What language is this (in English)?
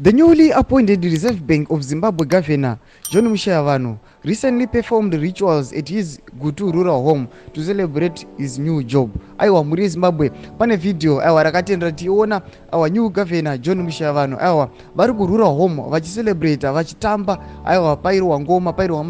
Shona